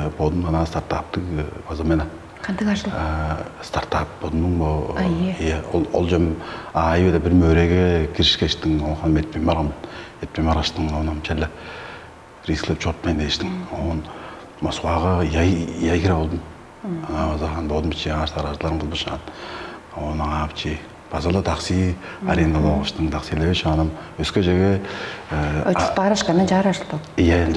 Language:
Tuvinian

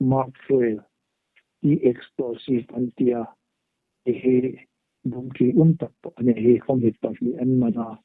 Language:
Hmar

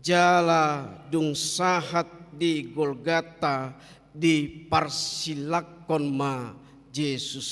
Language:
Batak Toba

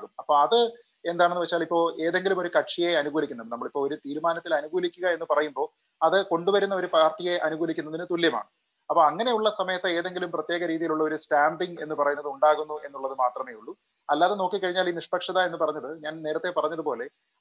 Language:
Malayalam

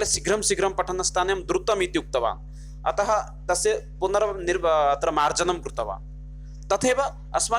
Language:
Sanskrit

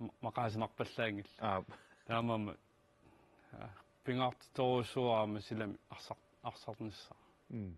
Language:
Kalaallisut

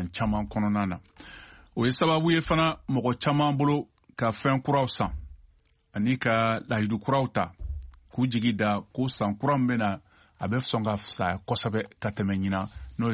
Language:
Bambara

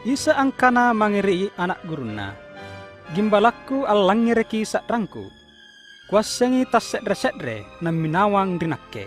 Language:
Makasar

